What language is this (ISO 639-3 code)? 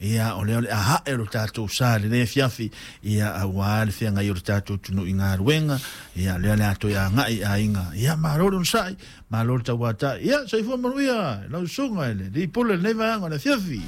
smo